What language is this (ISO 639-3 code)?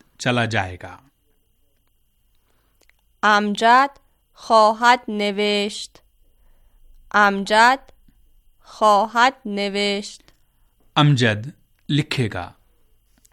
urd